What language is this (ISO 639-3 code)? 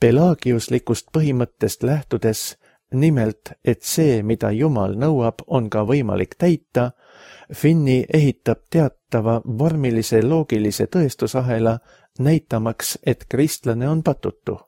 est